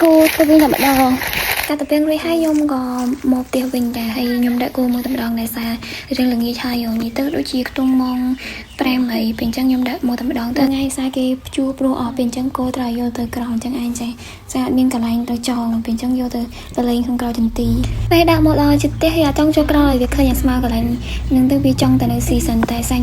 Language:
Khmer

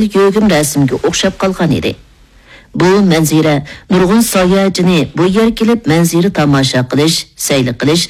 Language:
Uyghur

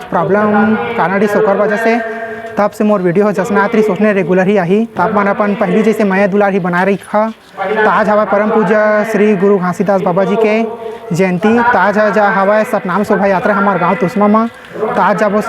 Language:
Chhattisgarhi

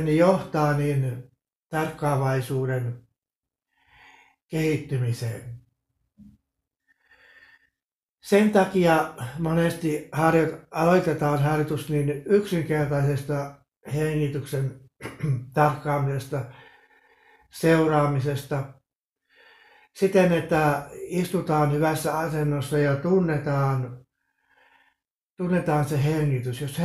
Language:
Finnish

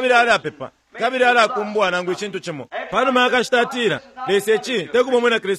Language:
Bemba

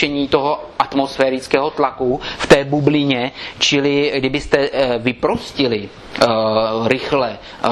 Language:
Czech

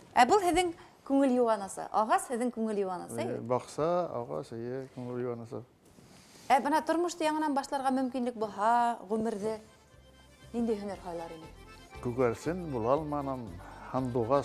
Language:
Bashkir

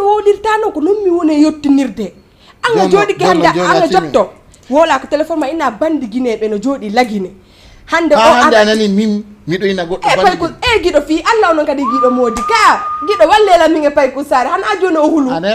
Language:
Fula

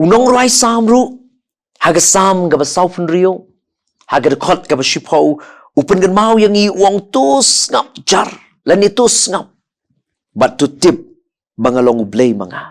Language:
Khasi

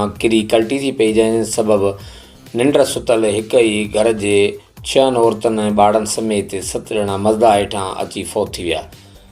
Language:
Sindhi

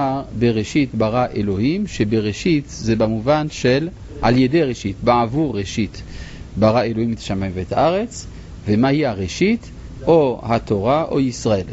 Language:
Hebrew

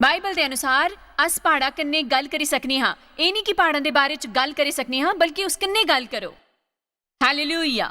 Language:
Dogri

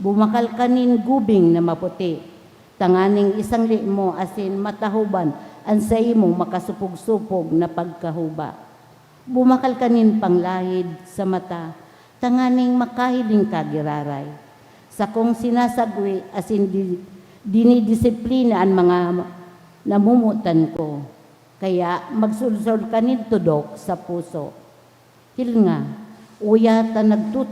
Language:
Bikol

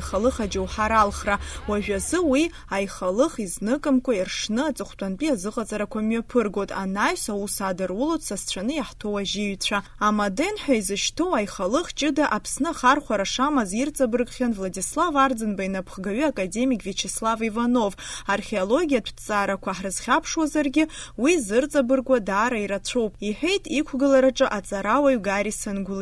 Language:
Abkhazian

